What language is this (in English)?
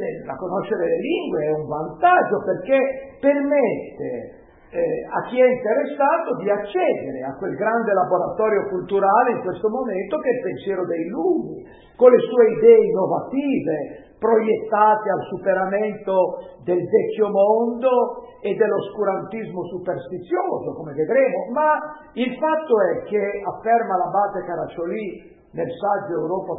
Italian